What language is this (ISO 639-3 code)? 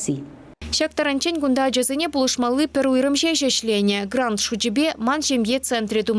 chv